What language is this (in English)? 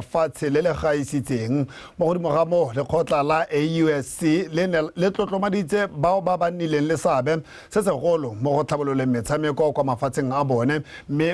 Tswana